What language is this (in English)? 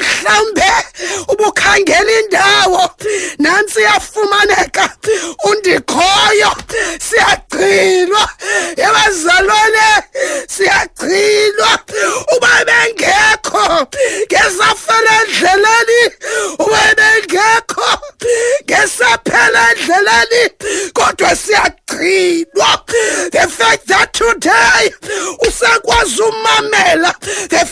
Xhosa